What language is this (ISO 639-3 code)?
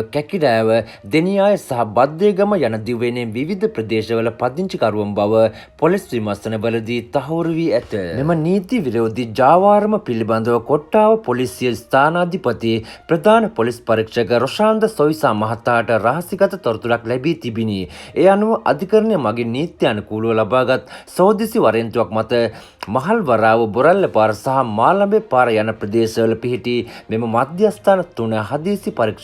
sin